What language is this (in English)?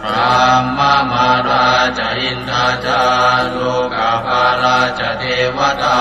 Pali